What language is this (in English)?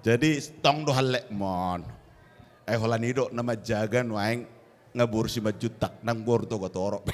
Batak Toba